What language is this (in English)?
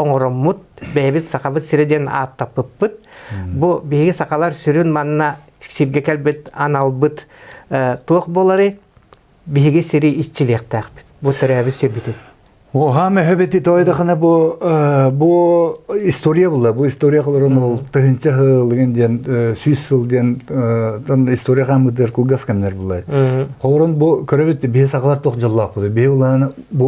Yakut